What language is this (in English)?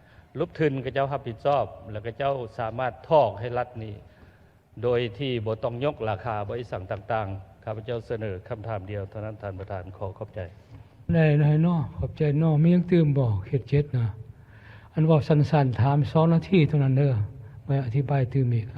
Lao